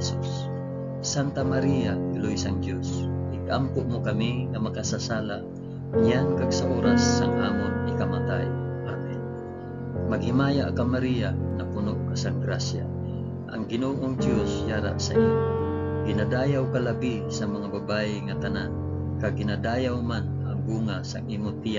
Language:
Hiligaynon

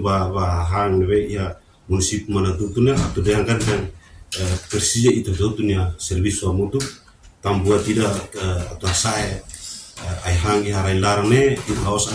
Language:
Tetum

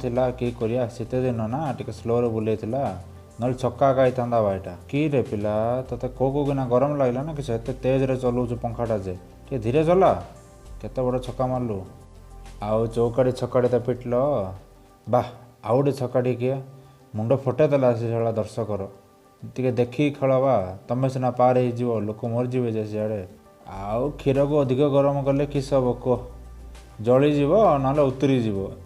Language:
Odia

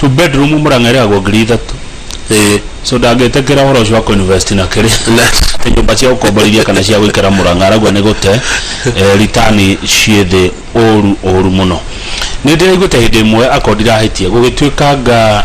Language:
Kikuyu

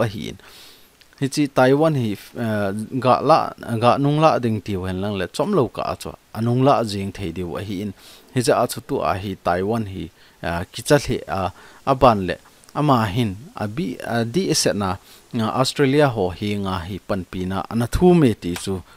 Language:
Thado Chin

